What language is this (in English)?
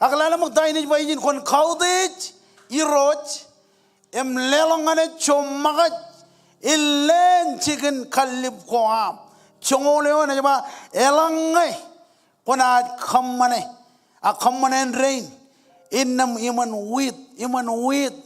Marshallese